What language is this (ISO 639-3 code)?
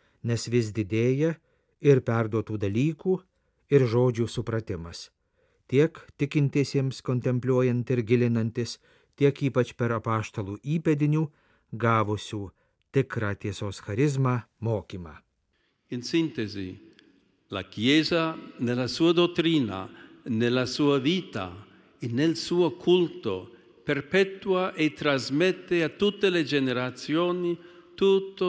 lit